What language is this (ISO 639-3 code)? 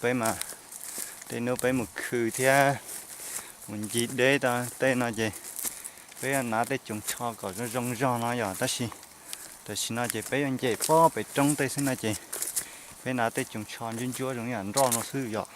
hmn